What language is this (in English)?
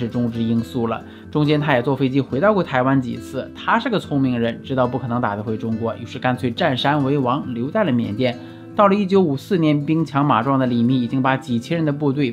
Chinese